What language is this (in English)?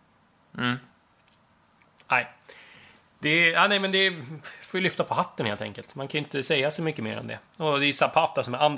Swedish